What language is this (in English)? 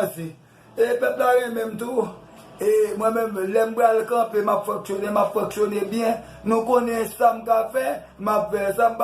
Haitian Creole